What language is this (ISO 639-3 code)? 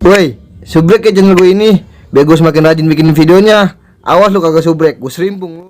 bew